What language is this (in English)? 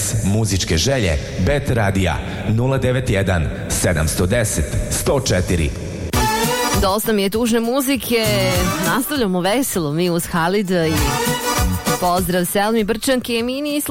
Bosnian